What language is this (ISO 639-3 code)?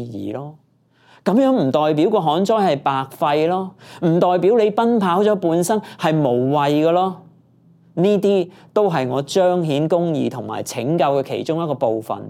yue